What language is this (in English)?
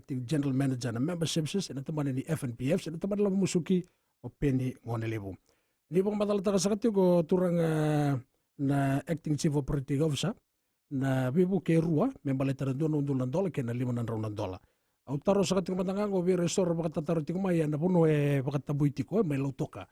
Fijian